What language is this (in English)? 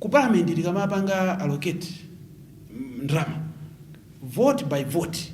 Nyanja